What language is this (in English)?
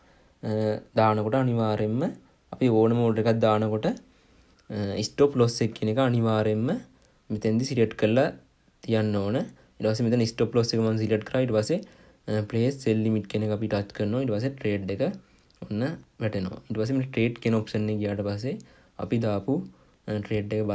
Sinhala